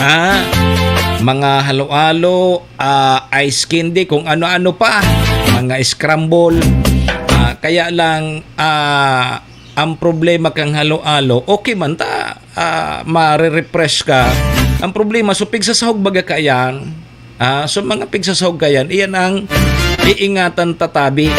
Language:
Bikol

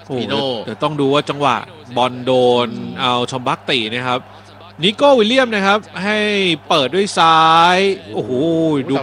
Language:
Thai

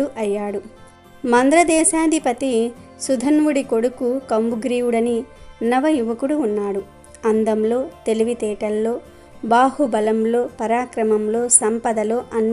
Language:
Telugu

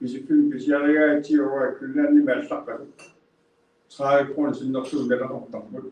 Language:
Kalaallisut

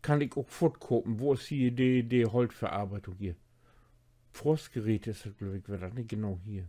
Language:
Low German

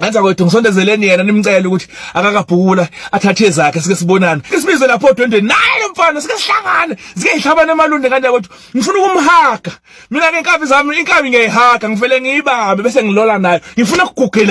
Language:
Zulu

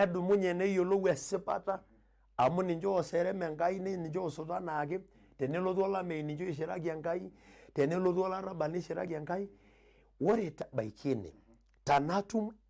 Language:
Masai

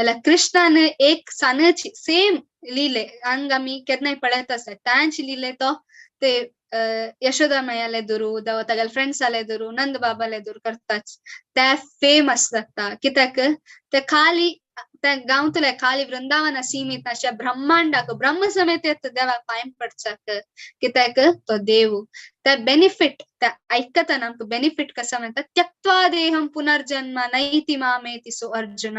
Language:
Konkani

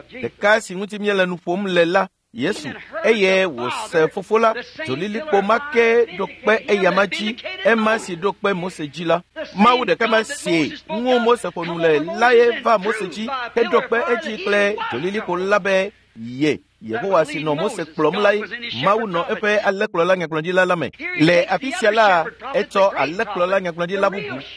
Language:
Ewe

